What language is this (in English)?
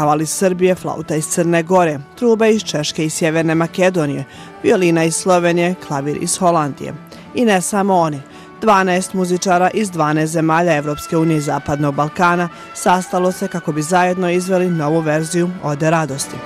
Bosnian